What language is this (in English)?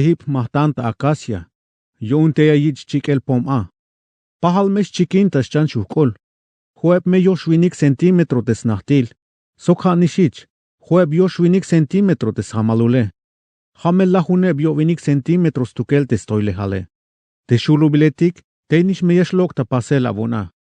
Tzeltal